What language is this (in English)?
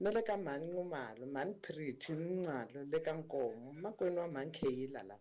Tsonga